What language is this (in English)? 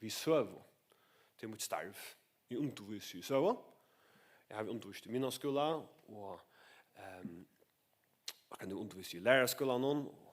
Faroese